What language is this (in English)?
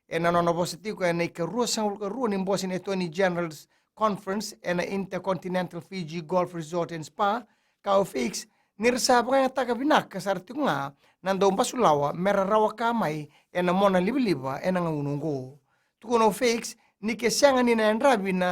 Fijian